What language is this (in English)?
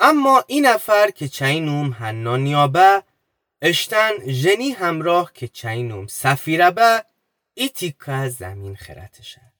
Gilaki